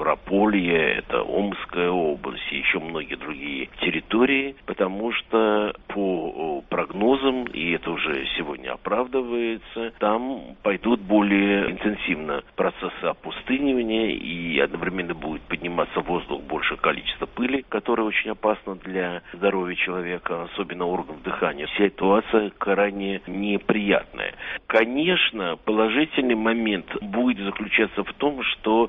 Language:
Russian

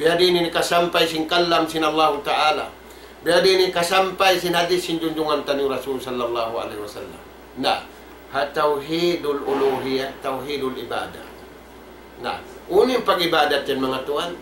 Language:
Tausug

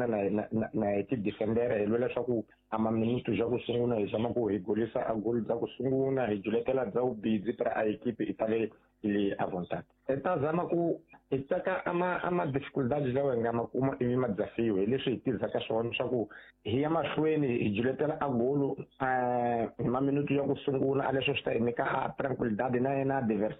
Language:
Tsonga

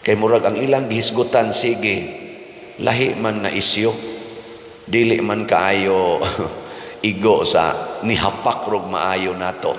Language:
Cebuano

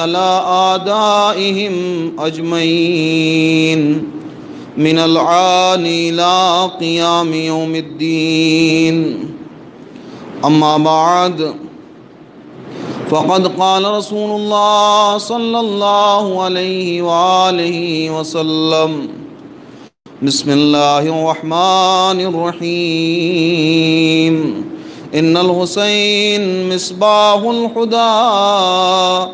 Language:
Urdu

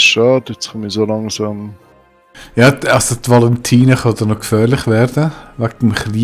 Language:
Swiss German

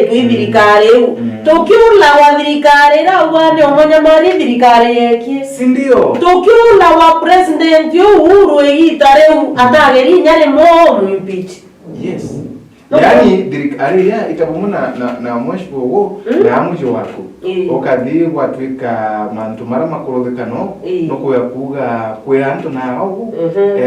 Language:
Meru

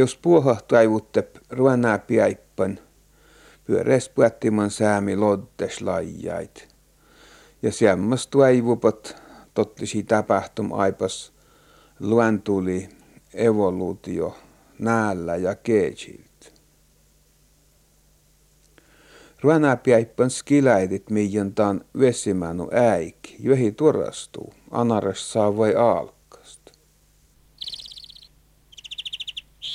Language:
Finnish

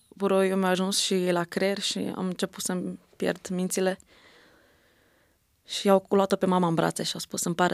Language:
Romanian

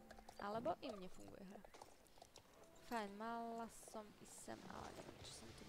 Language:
Slovak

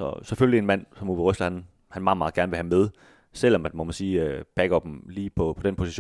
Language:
Danish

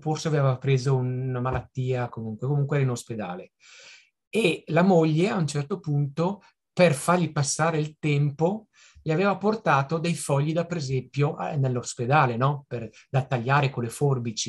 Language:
Italian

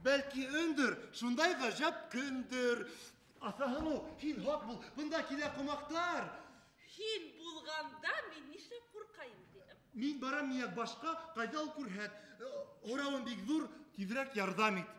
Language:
Bashkir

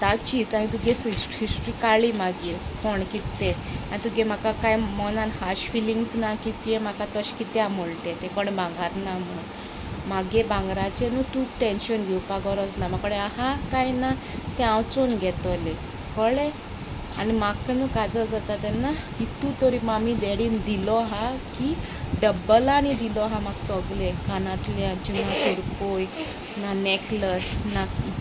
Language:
Konkani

